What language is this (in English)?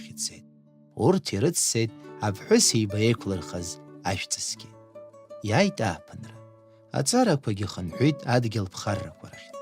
Abkhazian